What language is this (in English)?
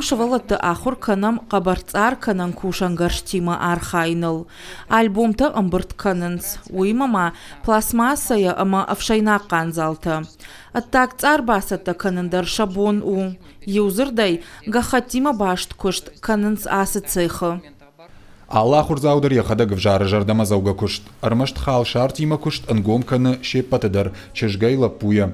Ossetic